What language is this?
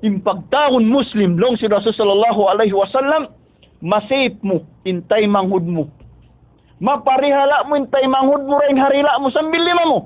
Tausug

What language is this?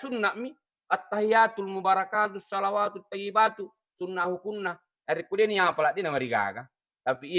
Buginese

